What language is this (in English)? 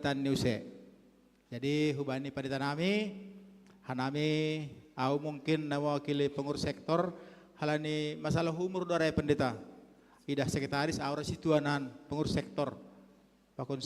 Batak Simalungun